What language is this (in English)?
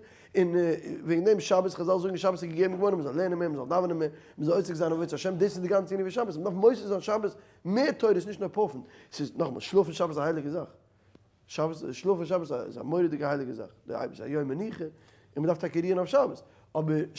Yiddish